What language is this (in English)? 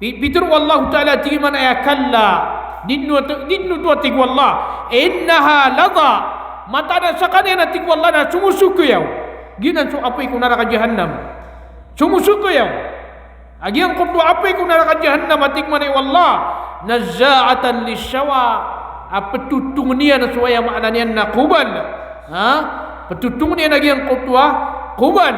Maranao